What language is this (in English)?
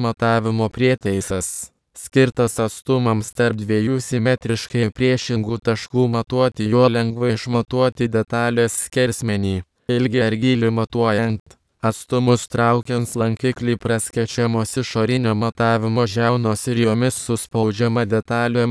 Lithuanian